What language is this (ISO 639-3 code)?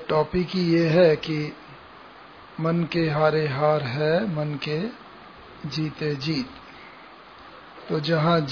hin